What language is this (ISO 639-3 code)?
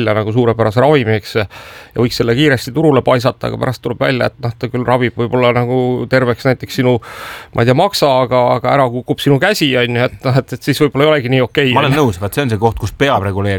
est